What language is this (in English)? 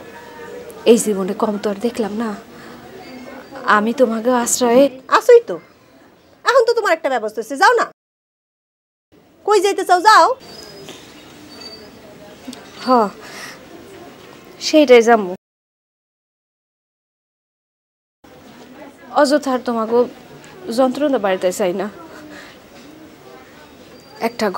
Bangla